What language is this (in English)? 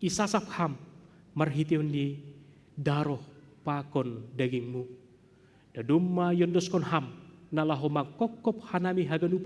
Batak Simalungun